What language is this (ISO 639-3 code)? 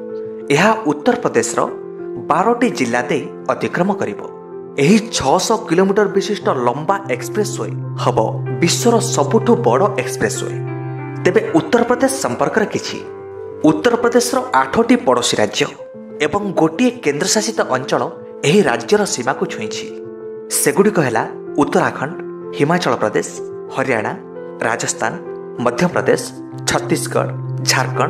ori